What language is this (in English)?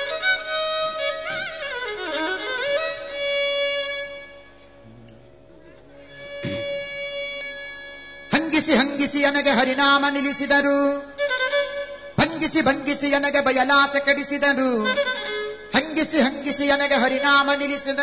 Kannada